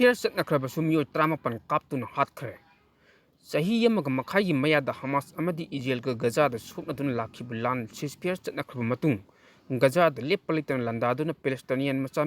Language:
Manipuri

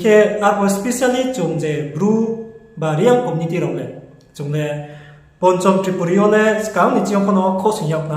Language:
Riang (India)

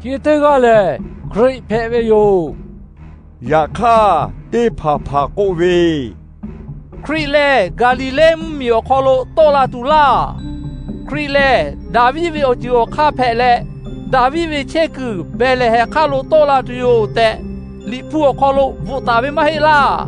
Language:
Lahu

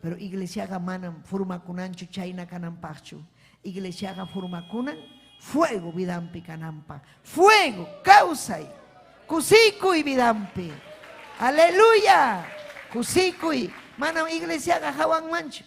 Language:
Ayacucho Quechua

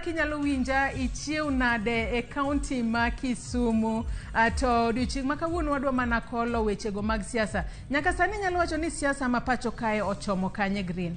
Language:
Luo (Kenya and Tanzania)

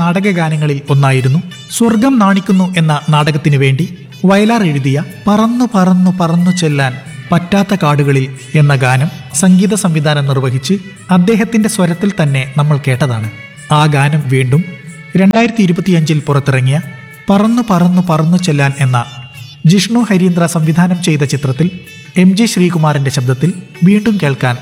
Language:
Malayalam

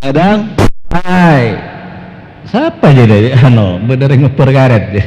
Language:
Madurese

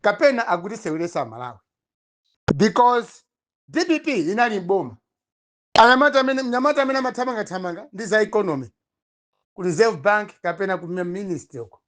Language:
Nyanja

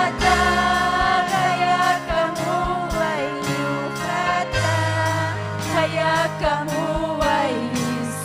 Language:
Ayacucho Quechua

